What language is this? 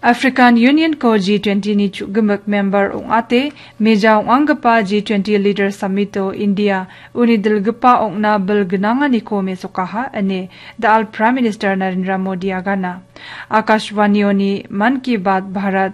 Garo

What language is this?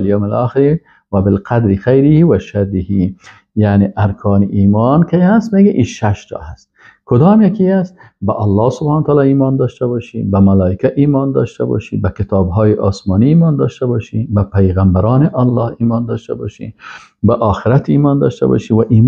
Persian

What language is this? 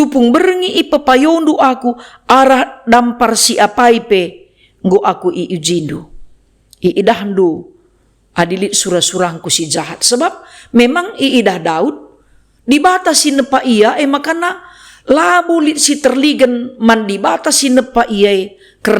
Batak Karo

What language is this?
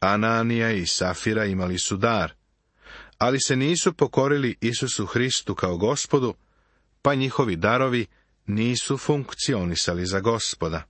Serbian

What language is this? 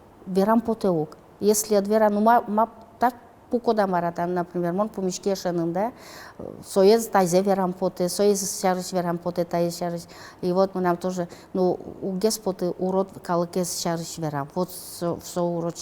Udmurt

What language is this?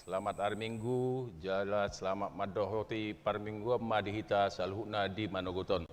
Batak Toba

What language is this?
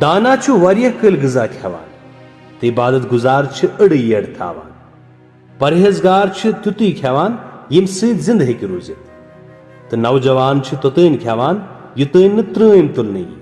Kashmiri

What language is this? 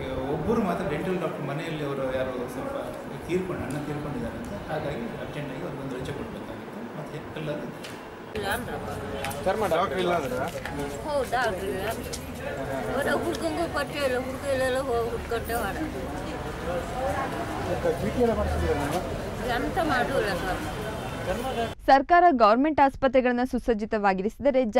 Kannada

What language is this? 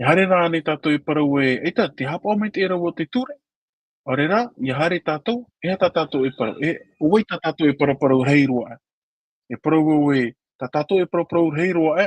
Tahitian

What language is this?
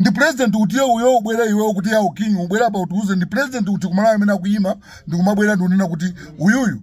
Nyanja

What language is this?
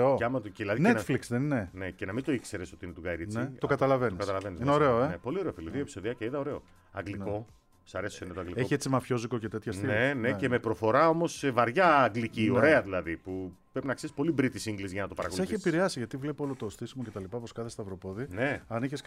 Greek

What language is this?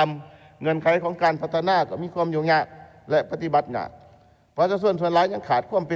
Lao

